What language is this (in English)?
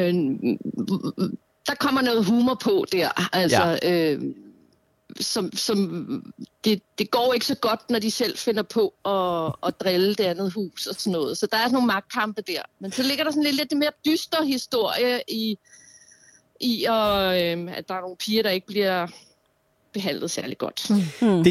Danish